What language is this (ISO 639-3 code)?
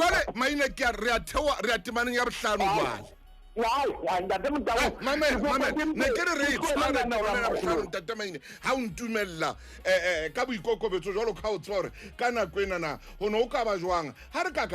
sot